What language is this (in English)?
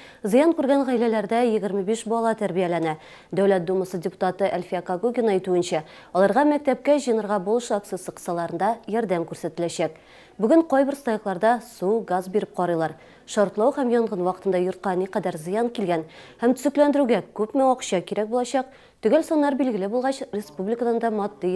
Tatar